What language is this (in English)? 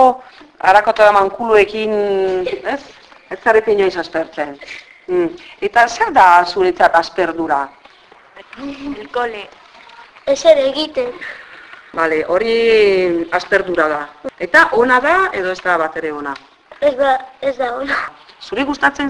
Basque